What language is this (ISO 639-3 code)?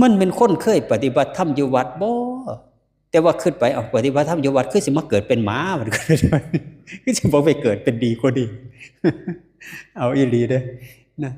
lao